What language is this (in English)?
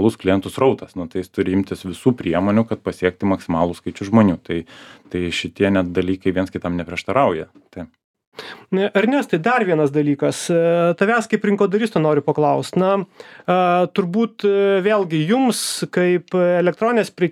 Lithuanian